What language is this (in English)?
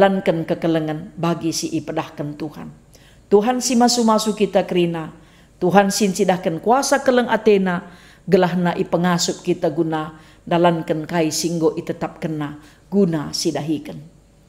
Batak Karo